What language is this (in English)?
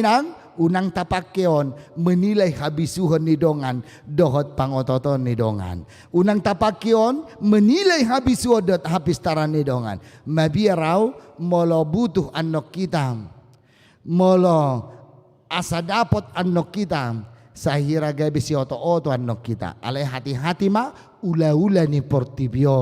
Batak Toba